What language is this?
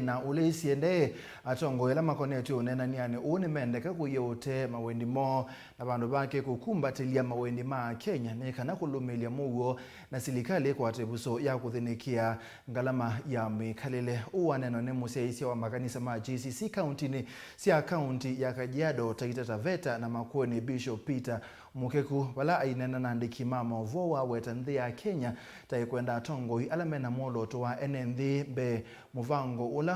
Kamba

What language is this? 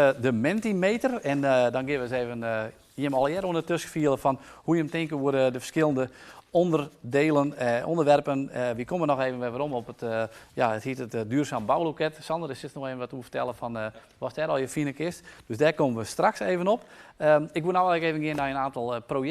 Western Frisian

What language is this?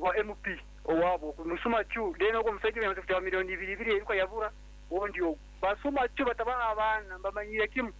Nyankole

